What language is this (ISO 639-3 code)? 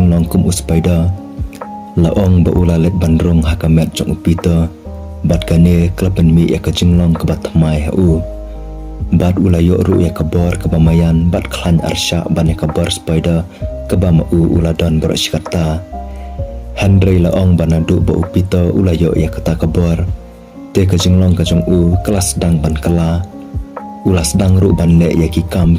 kha